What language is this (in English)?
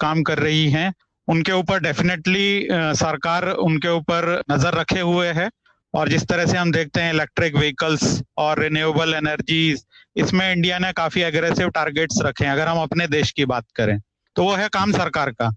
Hindi